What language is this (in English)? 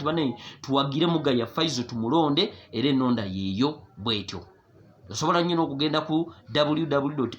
Ganda